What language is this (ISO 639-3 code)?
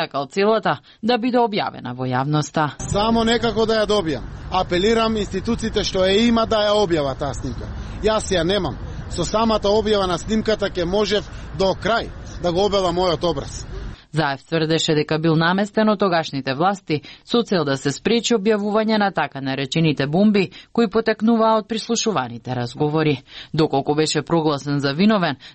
mkd